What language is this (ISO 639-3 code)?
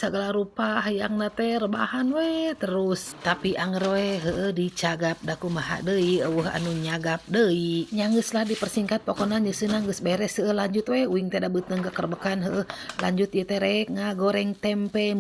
sun